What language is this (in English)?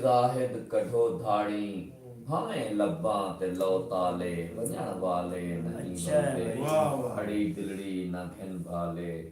Saraiki